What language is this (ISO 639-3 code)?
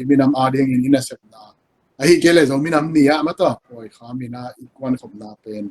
ctd